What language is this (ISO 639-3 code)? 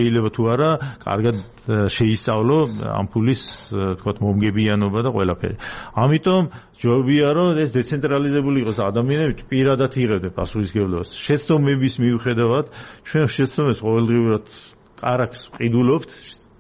kat